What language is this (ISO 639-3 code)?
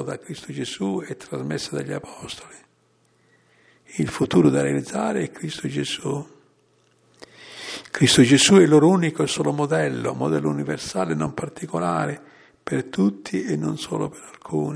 ita